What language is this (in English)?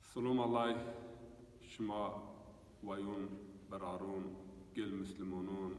Zaza